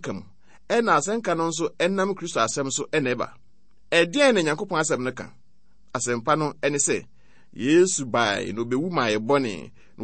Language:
Akan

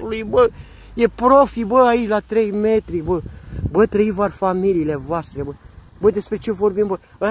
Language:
Romanian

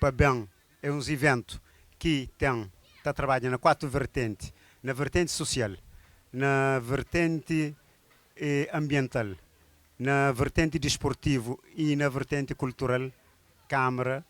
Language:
Kabuverdianu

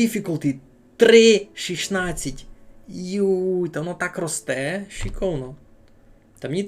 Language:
Rusyn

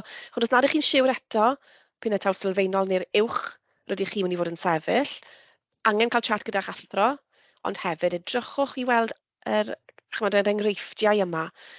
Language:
Welsh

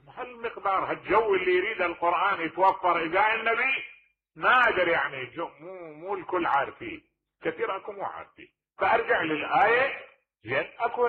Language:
Mesopotamian Arabic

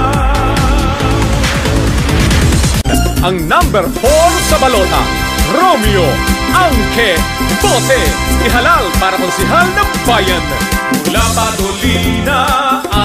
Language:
Filipino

